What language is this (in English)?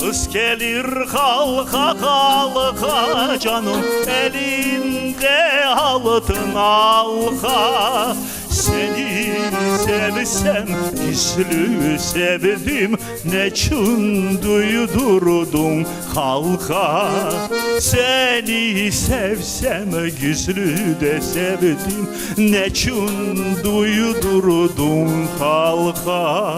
Crimean Tatar